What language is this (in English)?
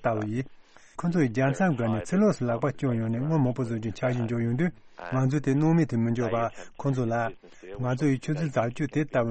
Tibetan